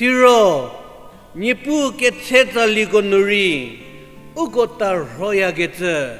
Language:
Angami Naga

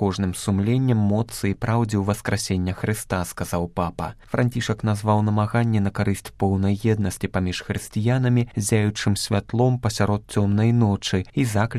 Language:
Belarusian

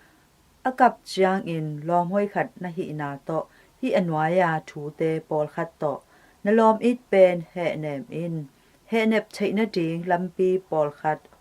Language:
Tedim Chin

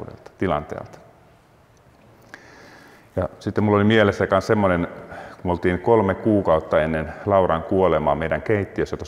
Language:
Finnish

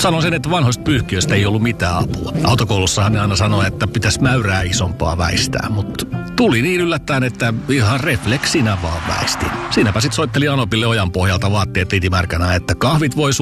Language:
Finnish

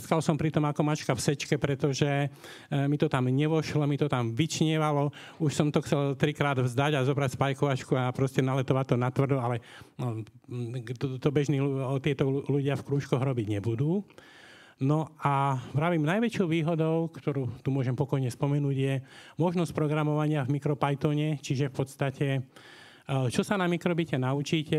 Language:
Slovak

